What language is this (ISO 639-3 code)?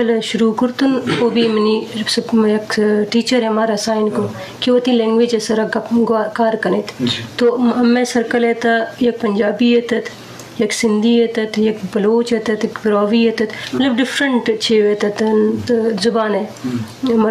bgp